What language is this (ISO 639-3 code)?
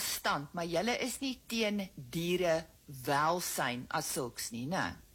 afr